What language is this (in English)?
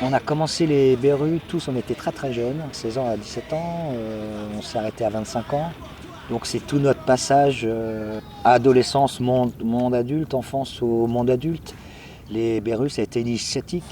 Breton